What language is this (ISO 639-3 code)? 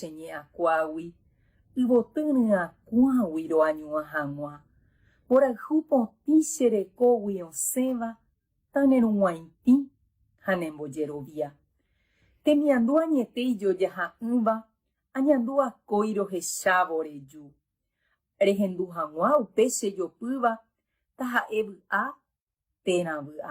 grn